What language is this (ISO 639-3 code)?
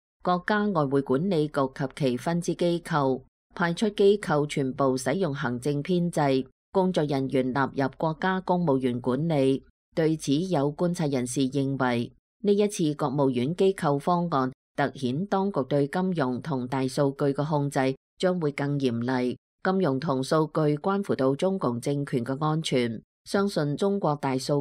yue